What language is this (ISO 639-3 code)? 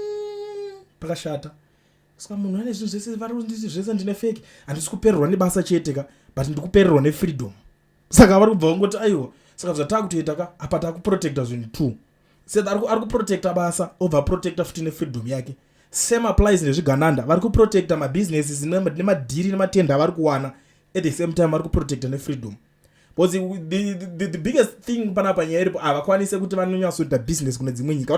sna